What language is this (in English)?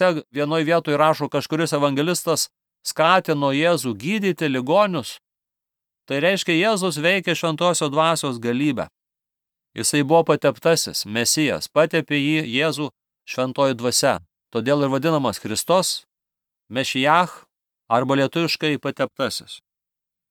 Lithuanian